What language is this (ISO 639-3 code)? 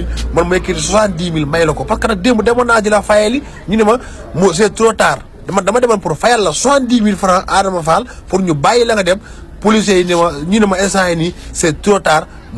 wol